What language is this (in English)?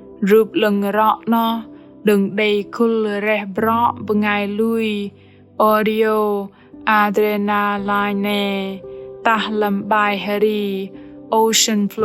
Bahnar